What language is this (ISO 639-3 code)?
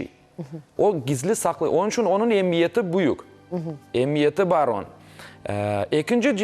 crh